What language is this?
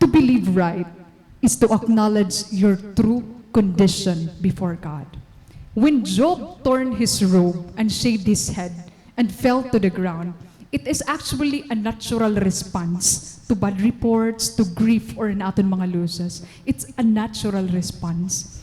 Waray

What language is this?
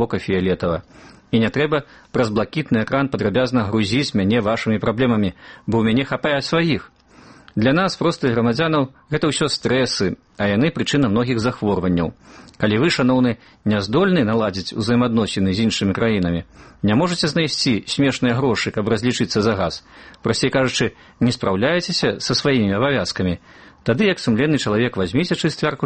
Belarusian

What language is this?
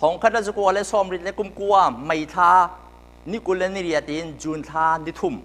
Hakha Chin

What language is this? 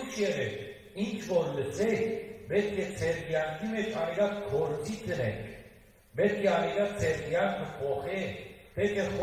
Western Armenian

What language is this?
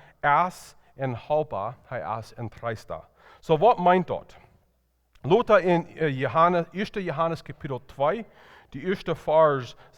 Plautdietsch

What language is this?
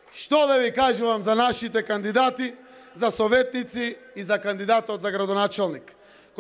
Macedonian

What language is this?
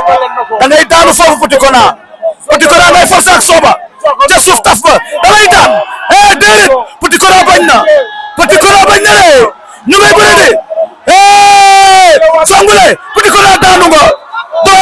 Wolof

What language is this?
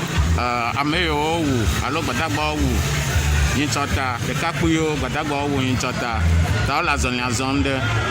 Ewe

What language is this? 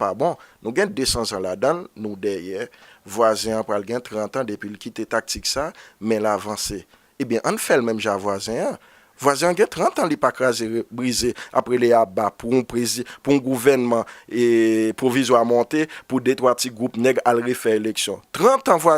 Haitian Creole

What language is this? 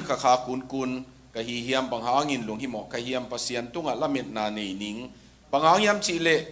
Tedim Chin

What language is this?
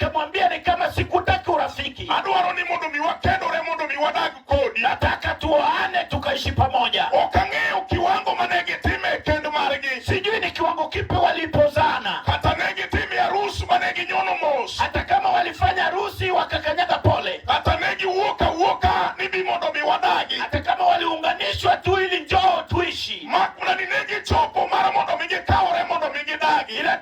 Luo (Kenya and Tanzania)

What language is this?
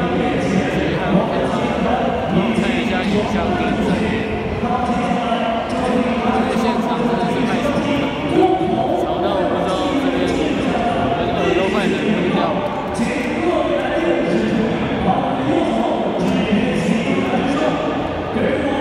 Chinese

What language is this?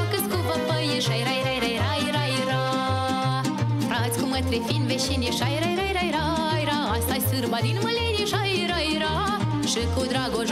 Romanian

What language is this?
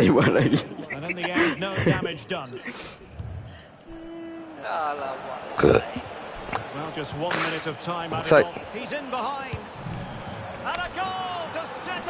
Malay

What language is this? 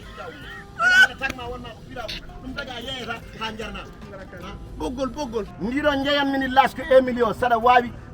Fula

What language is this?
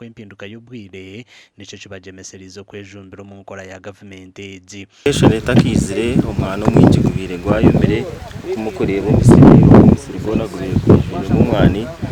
Nyankole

